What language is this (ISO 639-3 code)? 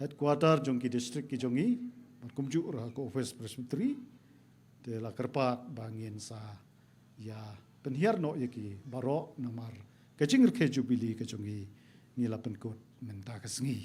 kha